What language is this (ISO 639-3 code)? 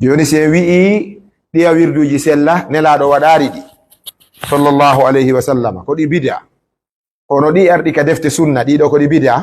fuf